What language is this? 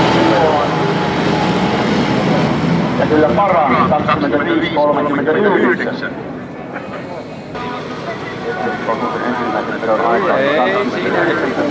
Finnish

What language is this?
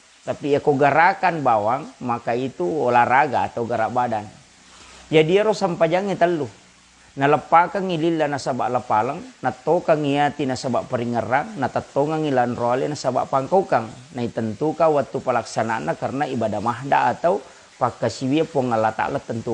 Buginese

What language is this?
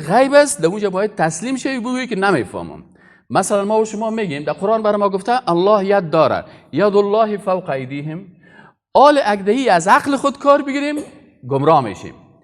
Persian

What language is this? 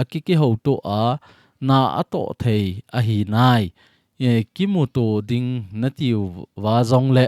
Thado Chin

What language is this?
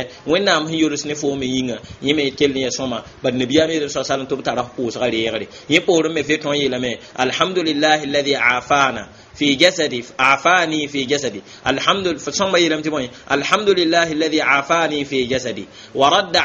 Mossi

